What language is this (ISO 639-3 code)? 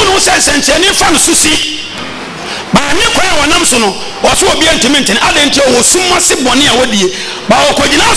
aka